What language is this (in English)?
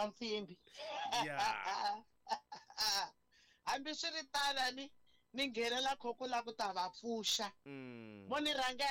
Tsonga